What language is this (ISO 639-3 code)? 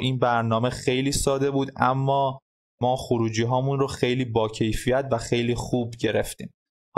fas